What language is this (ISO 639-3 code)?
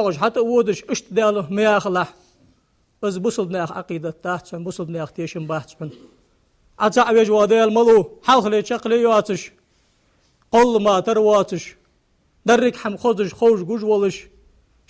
inh